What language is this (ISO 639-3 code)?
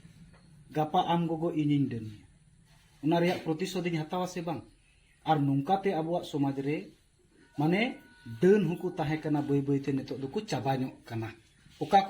sat